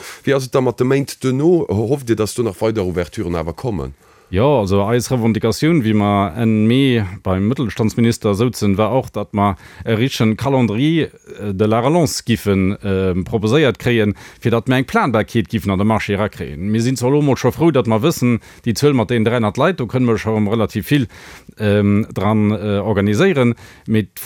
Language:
Luxembourgish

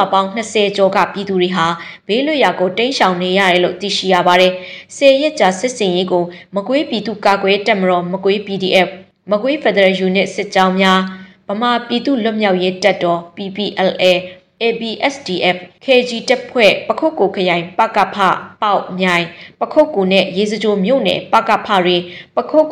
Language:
Burmese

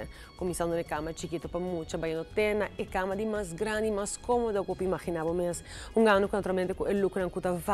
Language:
Papiamento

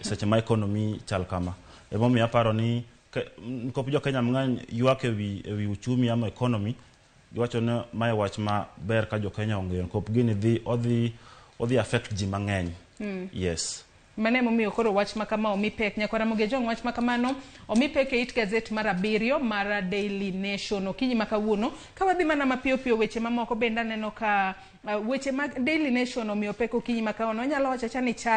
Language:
Luo (Kenya and Tanzania)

